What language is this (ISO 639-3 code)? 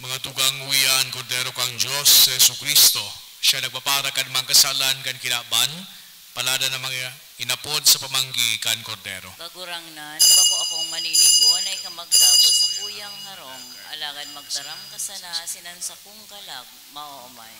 bik